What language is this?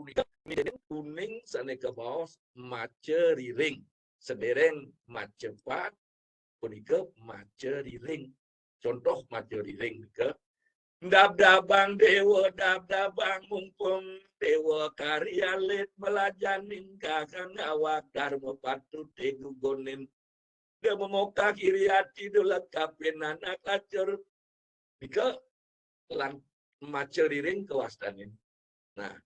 Balinese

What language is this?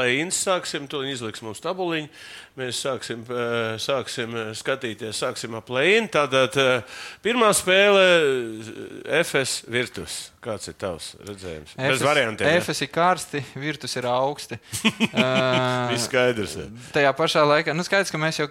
Latvian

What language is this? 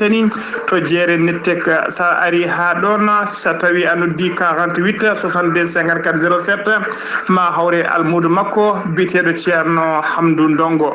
Fula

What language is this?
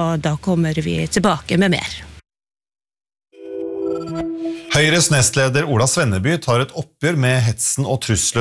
Norwegian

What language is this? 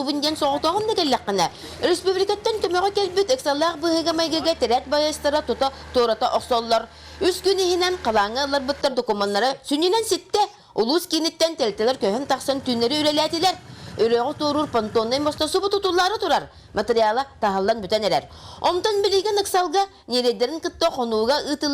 Yakut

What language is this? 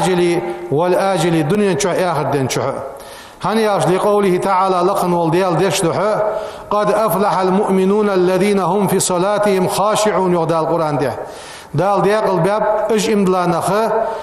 Ingush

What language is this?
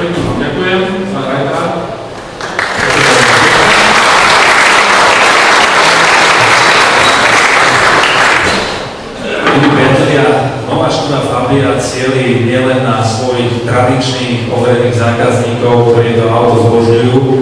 Slovak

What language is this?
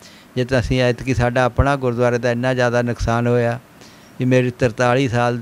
Punjabi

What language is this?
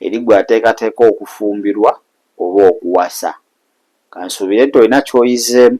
Ganda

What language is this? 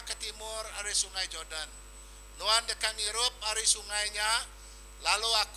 Iban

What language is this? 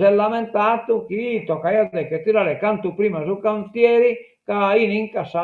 Sardinian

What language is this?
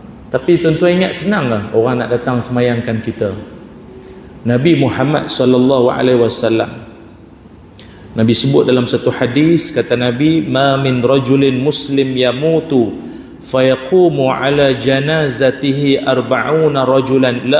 Malay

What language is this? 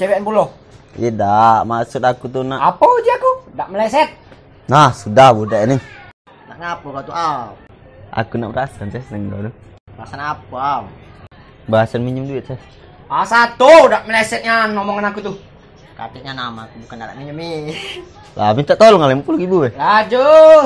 Musi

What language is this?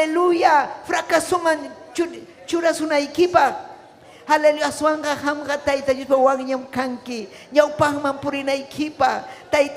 Ayacucho Quechua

